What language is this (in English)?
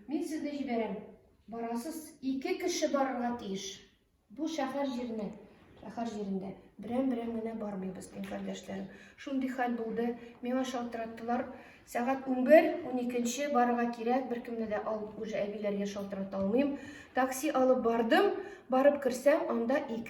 Tatar